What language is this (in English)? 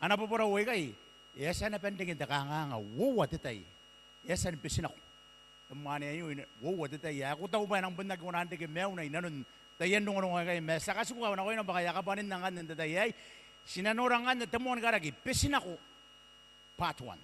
Gilbertese